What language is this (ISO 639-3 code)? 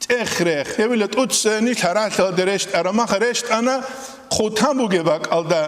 ava